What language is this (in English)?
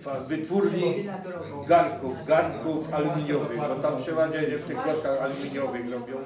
Silesian